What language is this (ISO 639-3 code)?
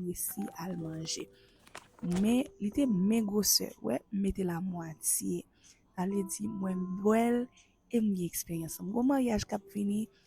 hat